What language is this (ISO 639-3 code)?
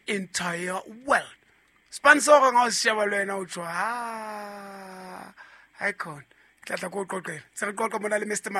sot